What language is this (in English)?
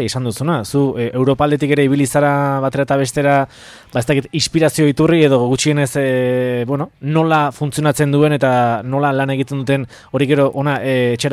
Basque